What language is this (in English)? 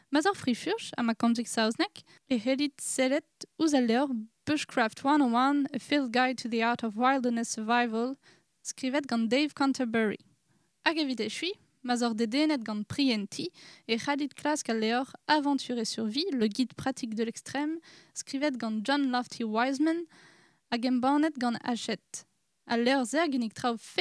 Breton